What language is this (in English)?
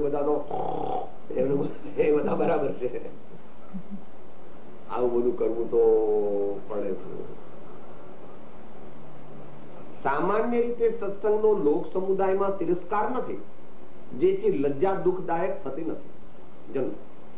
Gujarati